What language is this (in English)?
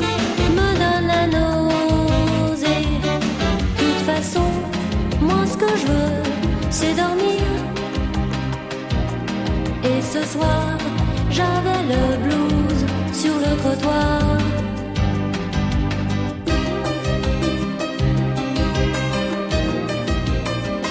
French